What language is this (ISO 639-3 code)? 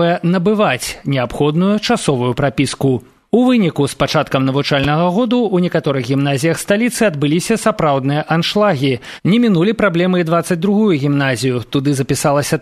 bel